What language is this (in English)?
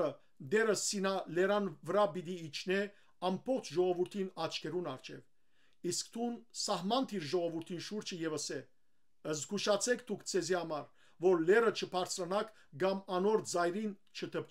Western Armenian